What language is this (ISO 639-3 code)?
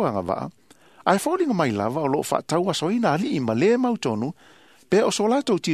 smo